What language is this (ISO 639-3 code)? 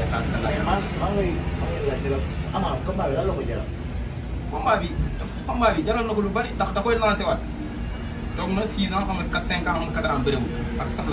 wol